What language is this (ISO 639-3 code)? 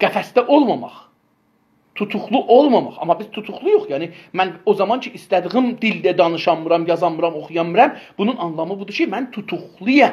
azb